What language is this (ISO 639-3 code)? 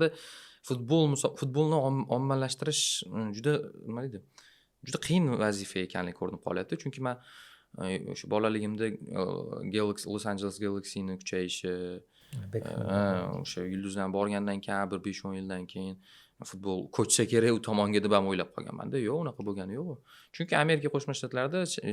uzb